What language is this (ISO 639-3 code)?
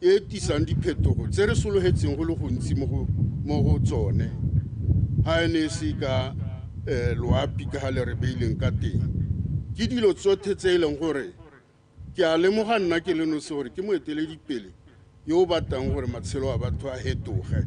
tsn